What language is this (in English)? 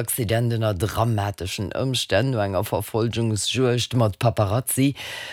Luxembourgish